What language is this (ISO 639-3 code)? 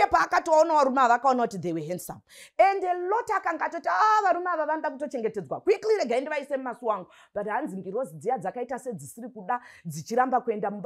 sna